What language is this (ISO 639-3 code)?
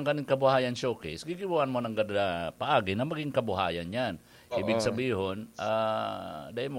bik